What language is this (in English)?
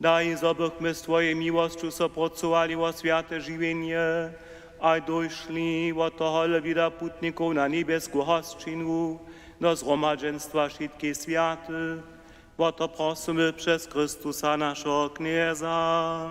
Upper Sorbian